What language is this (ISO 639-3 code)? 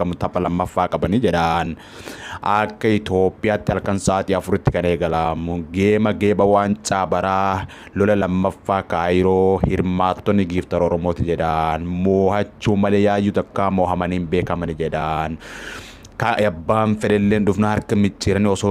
orm